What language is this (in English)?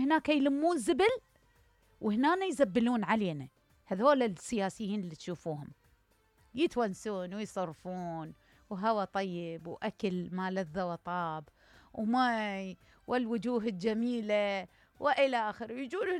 Mesopotamian Arabic